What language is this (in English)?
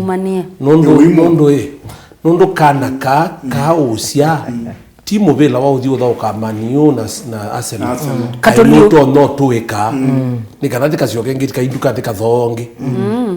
Kamba